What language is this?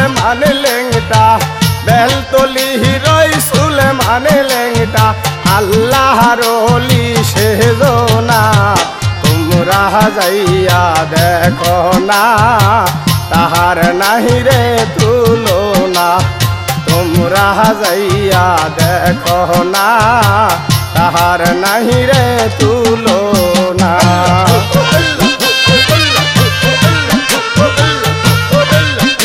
Bangla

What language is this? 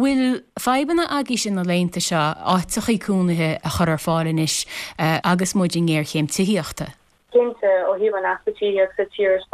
Irish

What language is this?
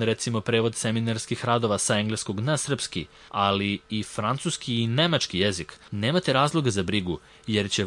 Serbian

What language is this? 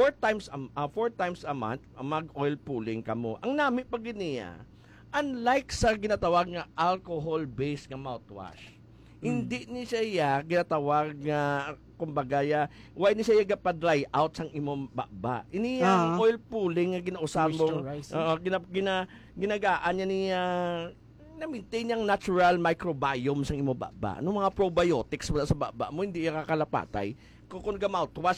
Hiligaynon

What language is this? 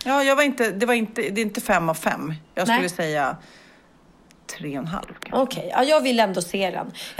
Swedish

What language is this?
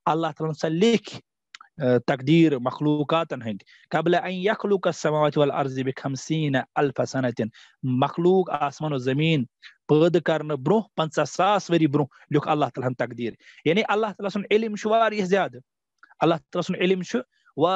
Kashmiri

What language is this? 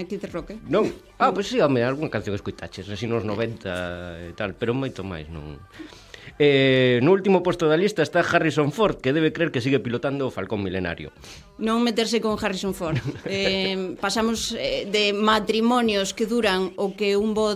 Galician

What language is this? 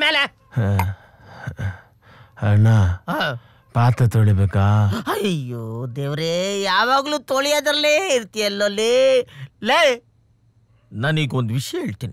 Kannada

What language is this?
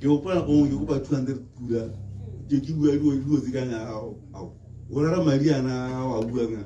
Tswana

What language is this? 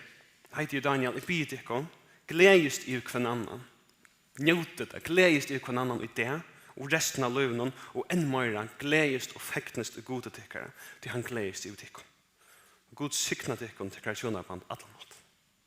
Faroese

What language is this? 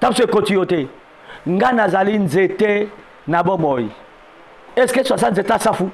Lingala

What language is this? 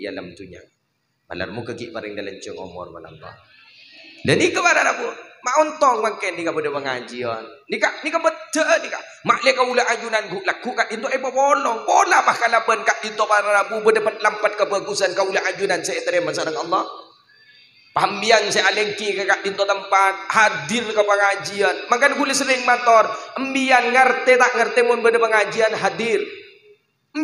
Madurese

